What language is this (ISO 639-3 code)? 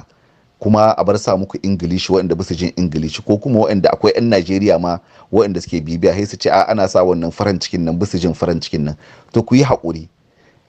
hau